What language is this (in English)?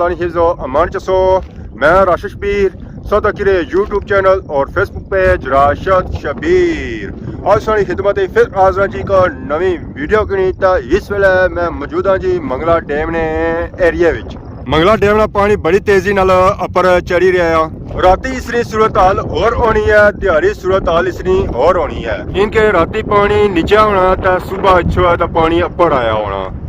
Pahari-Potwari